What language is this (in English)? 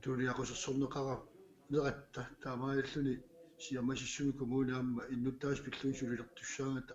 Kalaallisut